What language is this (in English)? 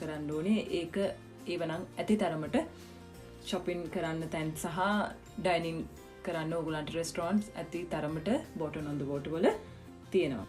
Sinhala